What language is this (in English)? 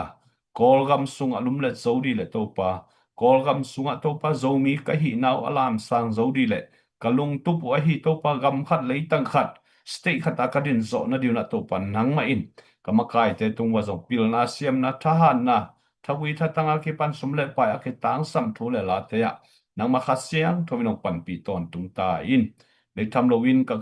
Tedim Chin